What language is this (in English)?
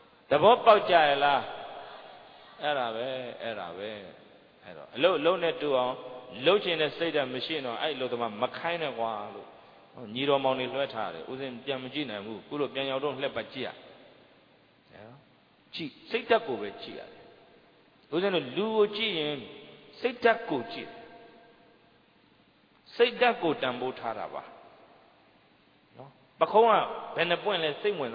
Burmese